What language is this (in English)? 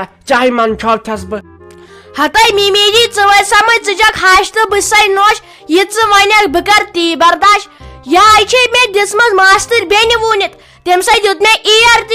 Kashmiri